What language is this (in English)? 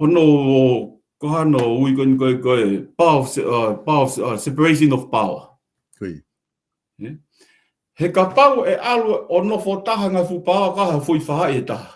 Tongan